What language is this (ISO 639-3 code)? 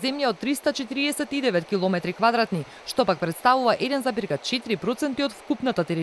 mkd